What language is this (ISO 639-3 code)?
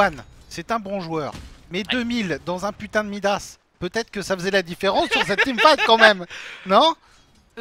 fra